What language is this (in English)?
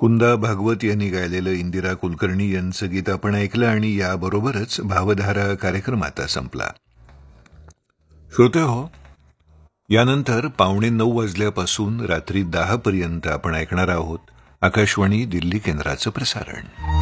Marathi